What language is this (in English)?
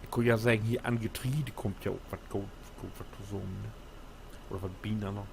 Low German